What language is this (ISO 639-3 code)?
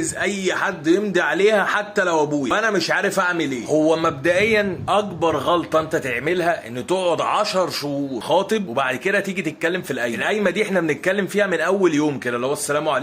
arz